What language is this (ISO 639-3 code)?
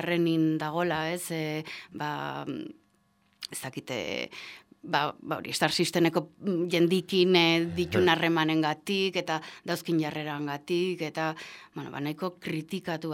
eus